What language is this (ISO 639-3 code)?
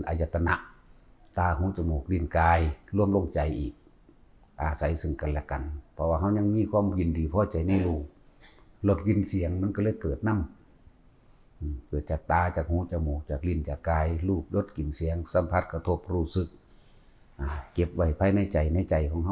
tts